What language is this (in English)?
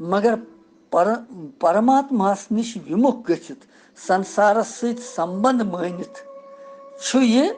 Kashmiri